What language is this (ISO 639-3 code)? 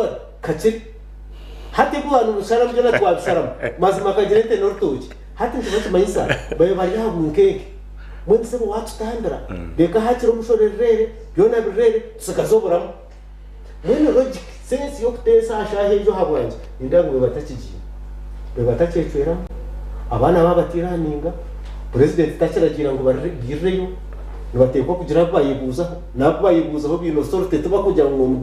nyn